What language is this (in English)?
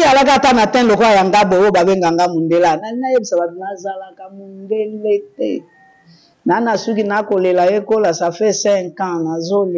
Lingala